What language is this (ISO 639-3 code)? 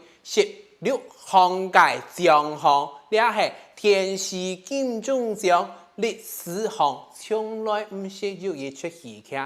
hak